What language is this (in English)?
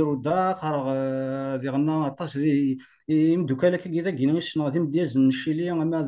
Kabyle